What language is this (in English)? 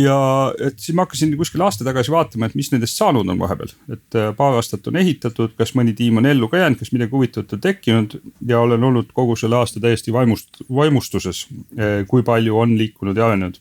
Estonian